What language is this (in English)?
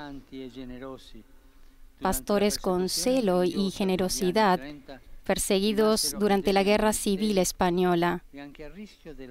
Spanish